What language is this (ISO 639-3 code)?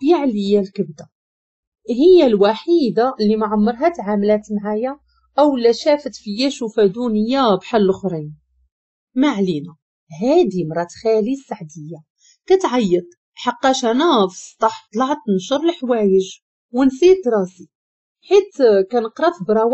ary